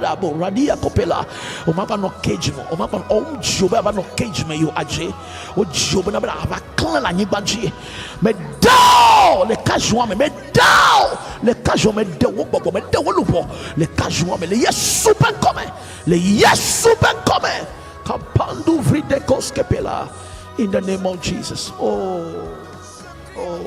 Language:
Ewe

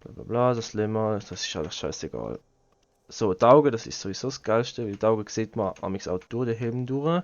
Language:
Swiss German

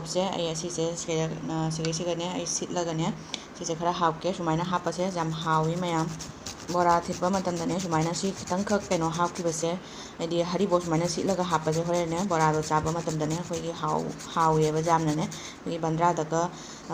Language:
Manipuri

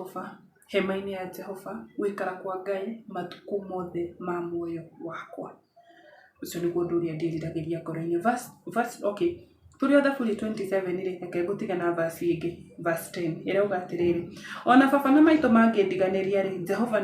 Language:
Kikuyu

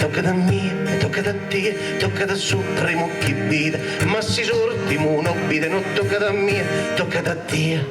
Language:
Sardinian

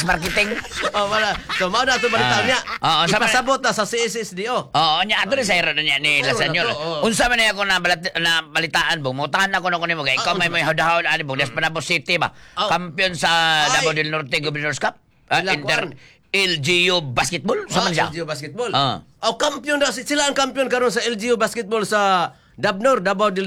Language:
Cebuano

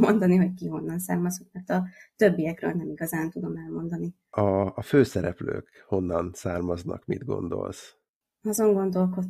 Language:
Hungarian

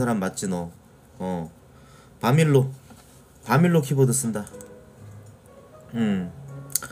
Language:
Korean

